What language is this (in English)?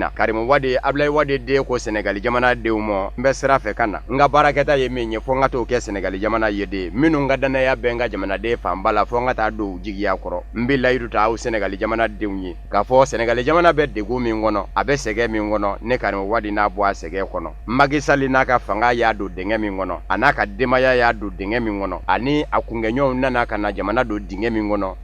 Bambara